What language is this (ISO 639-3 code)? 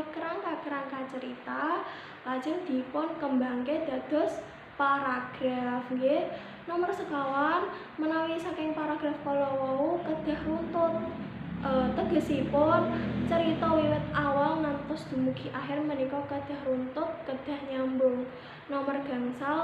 jav